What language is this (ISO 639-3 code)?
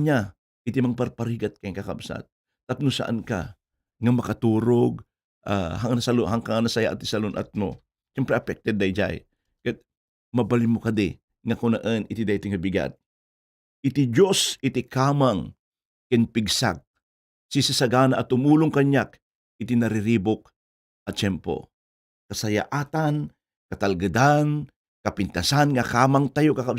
ilo